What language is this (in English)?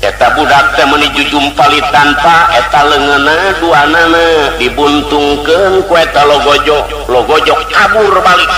Sundanese